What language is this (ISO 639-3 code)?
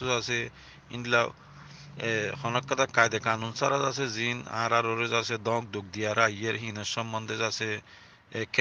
rhg